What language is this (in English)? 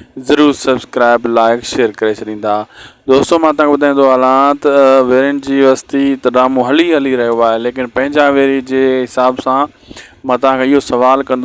Sindhi